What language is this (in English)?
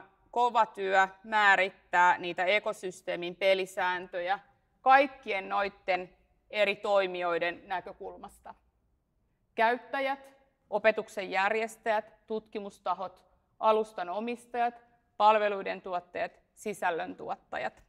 Finnish